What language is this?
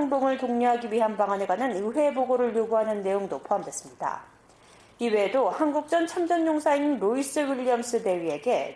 Korean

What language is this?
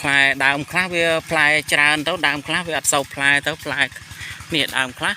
Khmer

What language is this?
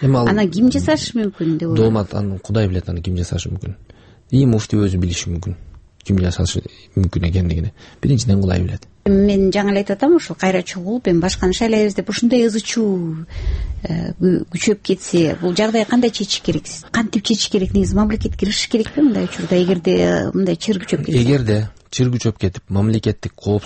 Kyrgyz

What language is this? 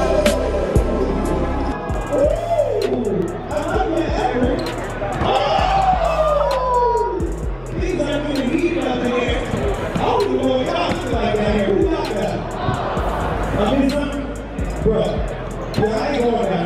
English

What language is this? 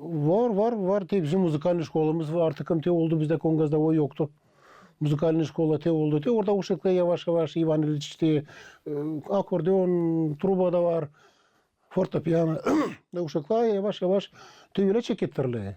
Gagauz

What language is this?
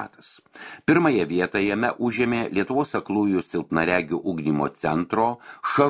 Lithuanian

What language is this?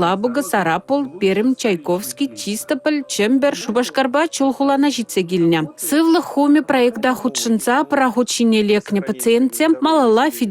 Chuvash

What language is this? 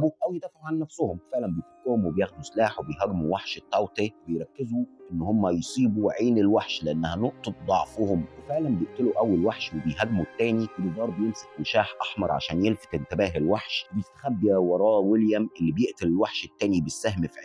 Egyptian Arabic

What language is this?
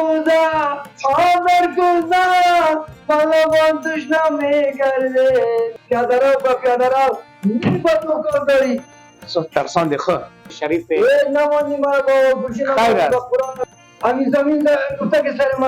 Persian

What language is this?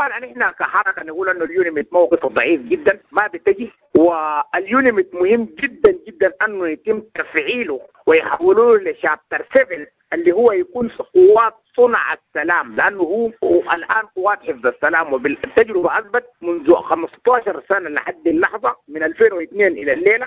Sudanese Arabic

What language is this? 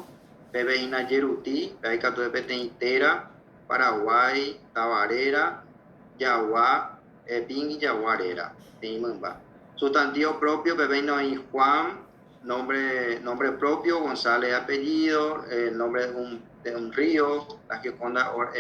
Guarani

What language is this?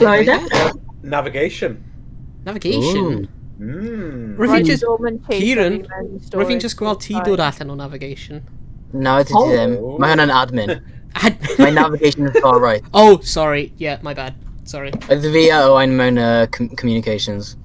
Welsh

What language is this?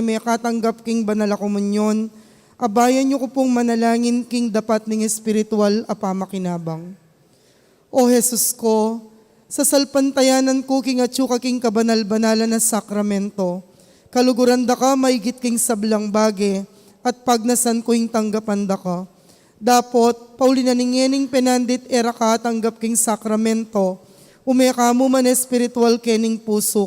Pampanga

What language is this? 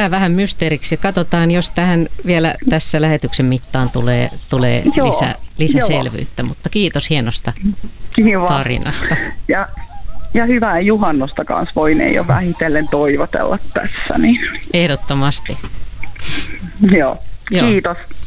Finnish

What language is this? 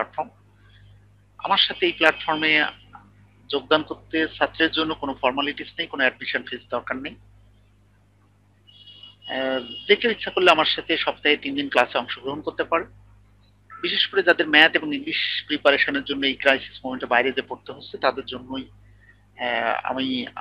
Bangla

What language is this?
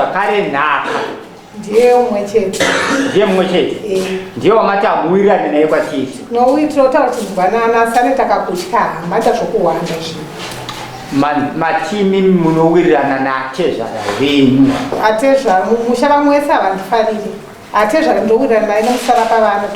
Shona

